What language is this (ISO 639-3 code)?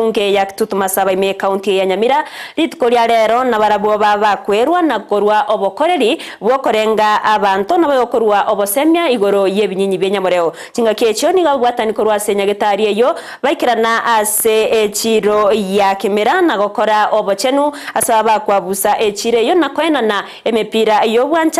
guz